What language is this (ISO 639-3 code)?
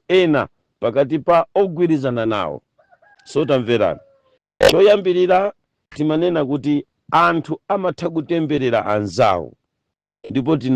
nya